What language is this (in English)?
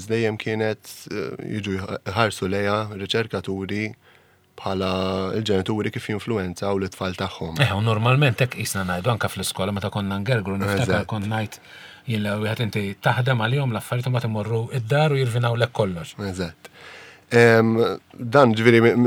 Maltese